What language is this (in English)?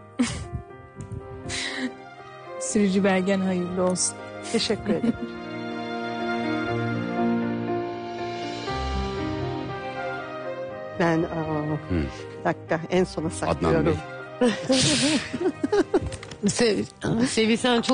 Turkish